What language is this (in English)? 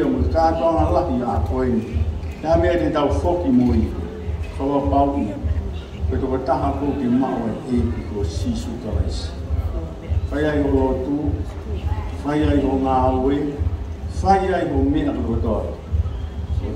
Tongan